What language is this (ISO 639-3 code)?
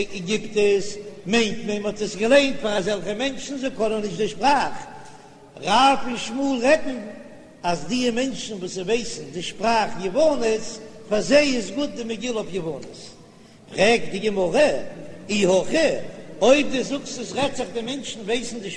yid